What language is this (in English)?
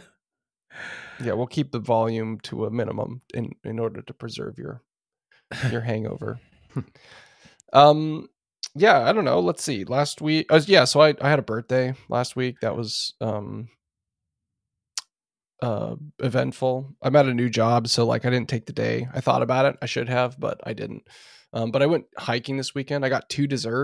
English